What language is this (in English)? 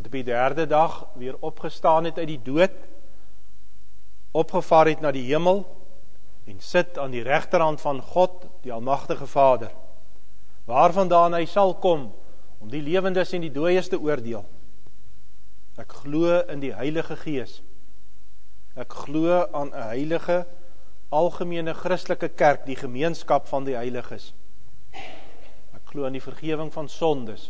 Afrikaans